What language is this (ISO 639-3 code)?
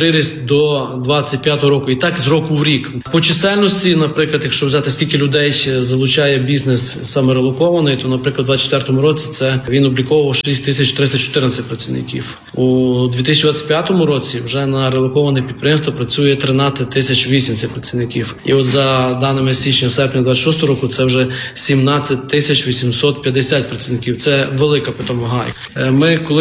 ukr